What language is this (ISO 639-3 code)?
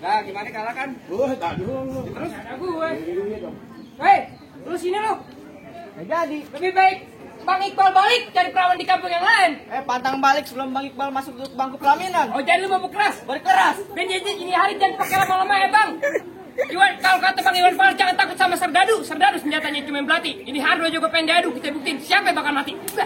bew